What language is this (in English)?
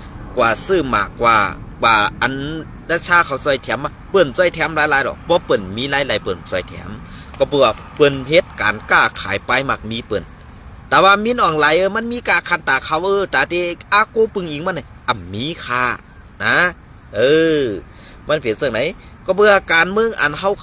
Shan